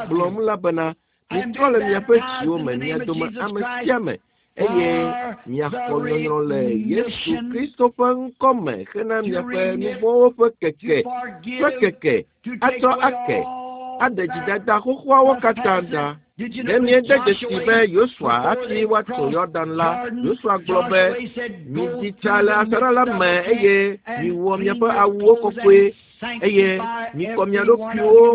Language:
Ewe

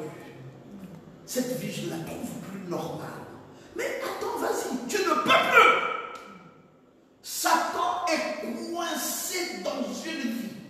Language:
French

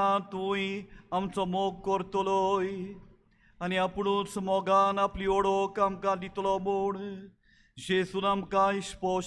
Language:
Konkani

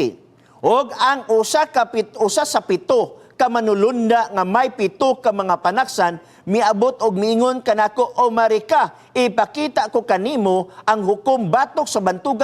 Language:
Cebuano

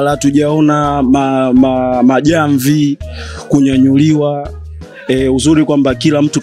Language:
Swahili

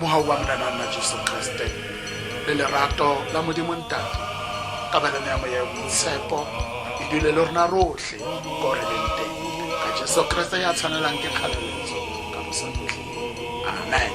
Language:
Tswana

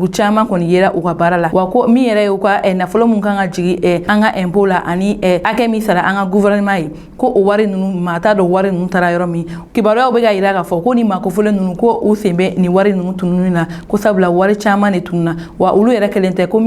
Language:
Bambara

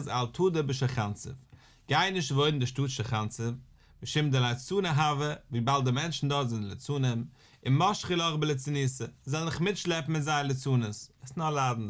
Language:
Yiddish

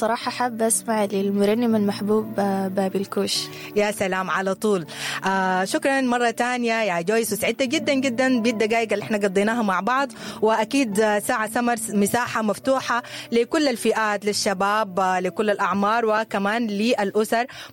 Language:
Sudanese Arabic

